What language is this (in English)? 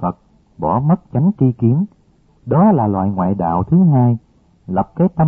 Vietnamese